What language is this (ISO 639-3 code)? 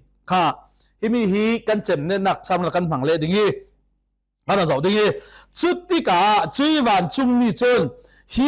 cfm